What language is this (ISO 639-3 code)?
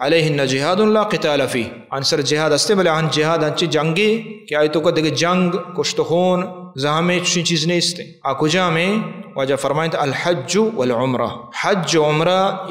bal